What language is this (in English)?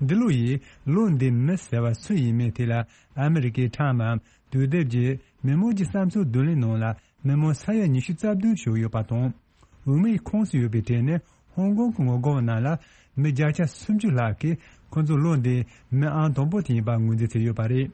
Tibetan